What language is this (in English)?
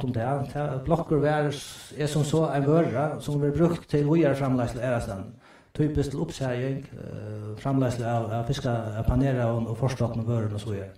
Faroese